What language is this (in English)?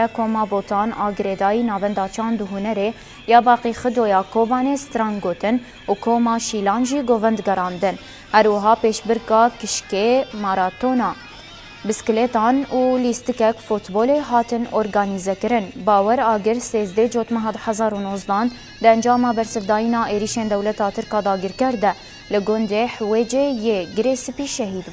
Kurdish